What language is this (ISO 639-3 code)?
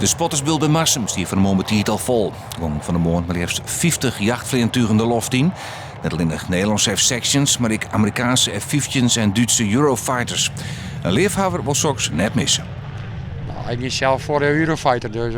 fry